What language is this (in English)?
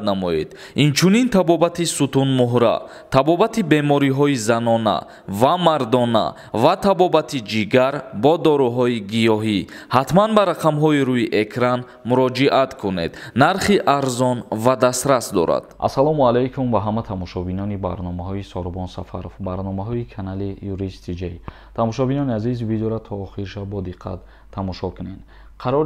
Tajik